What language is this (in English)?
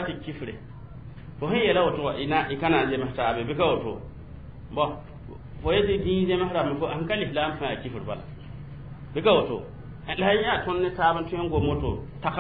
Mossi